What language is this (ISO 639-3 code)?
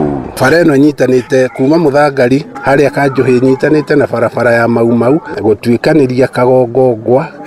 kik